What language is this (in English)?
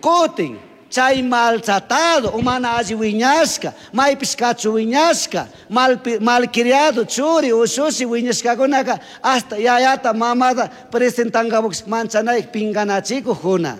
Chimborazo Highland Quichua